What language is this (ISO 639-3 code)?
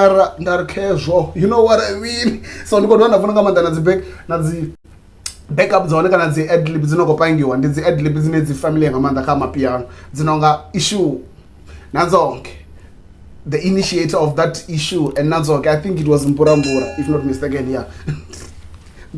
ven